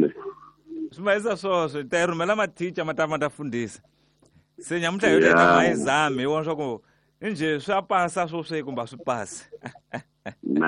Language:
Tsonga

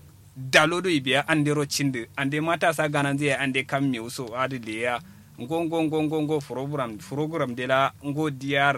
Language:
Kanuri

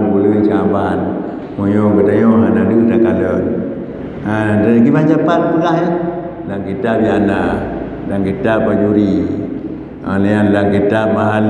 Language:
Achinese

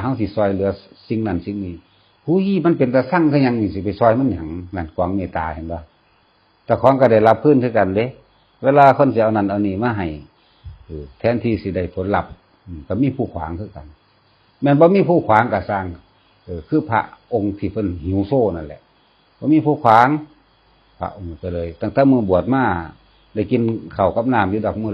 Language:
Northeastern Thai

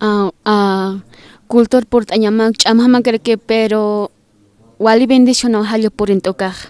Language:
Aymara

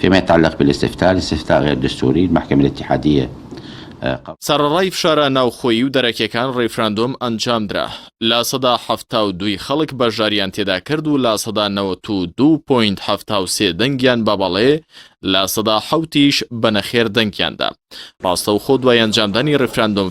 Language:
Central Kurdish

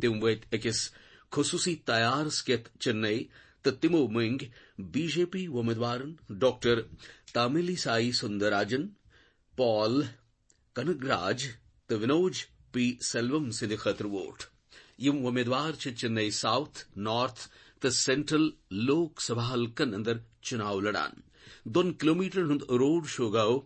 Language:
Kashmiri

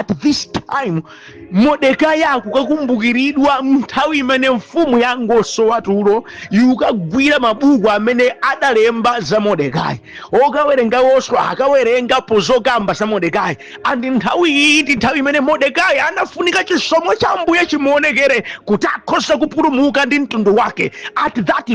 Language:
Nyanja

